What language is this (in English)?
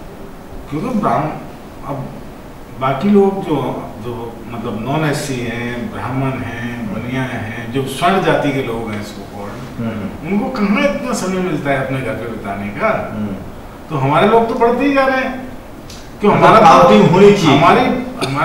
Hindi